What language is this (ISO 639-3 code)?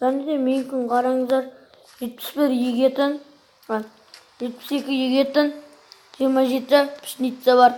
kaz